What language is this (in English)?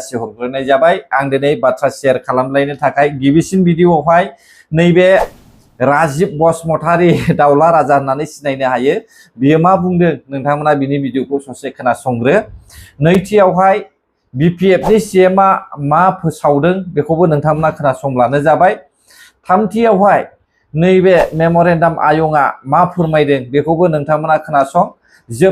Bodo